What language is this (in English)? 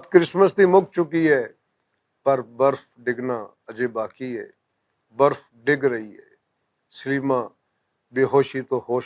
Western Panjabi